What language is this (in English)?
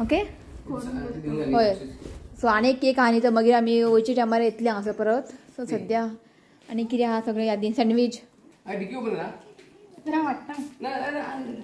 Konkani